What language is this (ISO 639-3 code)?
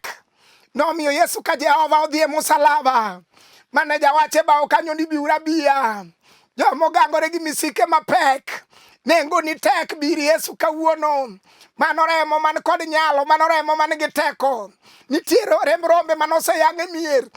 luo